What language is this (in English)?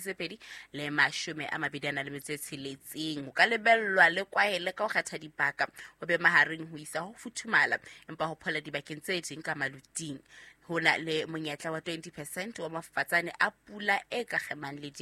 Southern Sotho